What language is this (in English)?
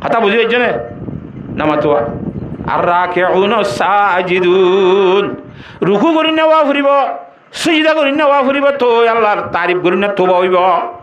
Rohingya